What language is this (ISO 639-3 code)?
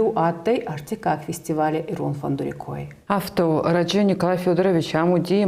oss